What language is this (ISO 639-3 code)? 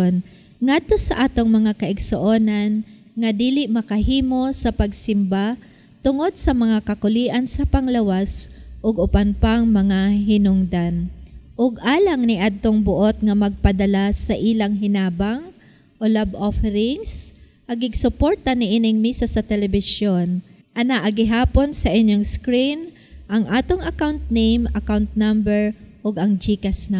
ceb